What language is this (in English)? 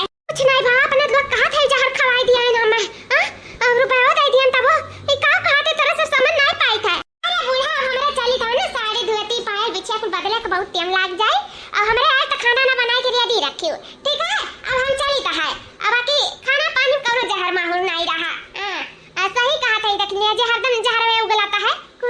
Awadhi